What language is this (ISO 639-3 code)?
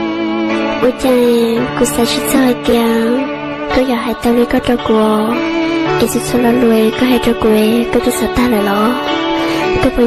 hmn